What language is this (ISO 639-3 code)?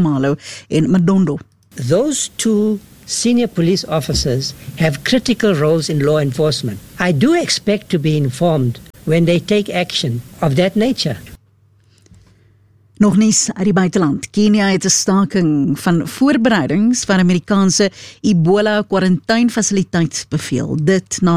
afr